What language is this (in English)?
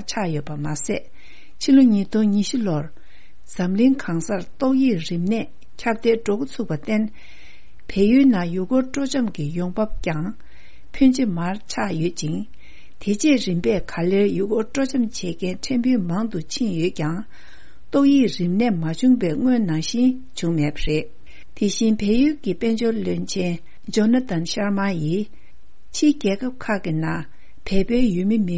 Tibetan